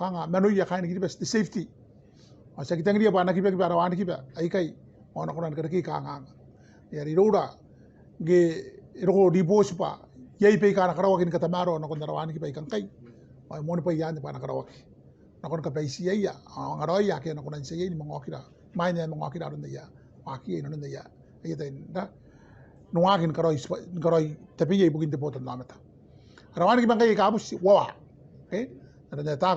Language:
Gilbertese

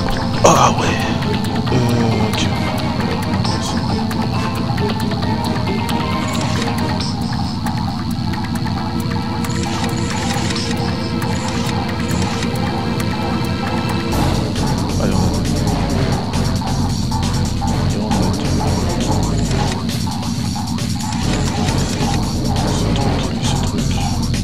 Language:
French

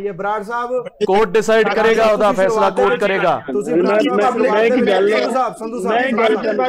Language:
Punjabi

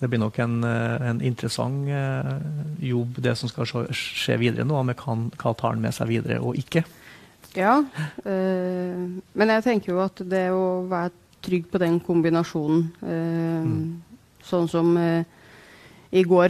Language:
Norwegian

